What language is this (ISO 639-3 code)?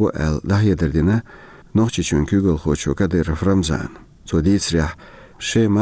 che